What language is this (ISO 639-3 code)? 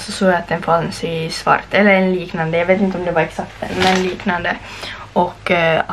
swe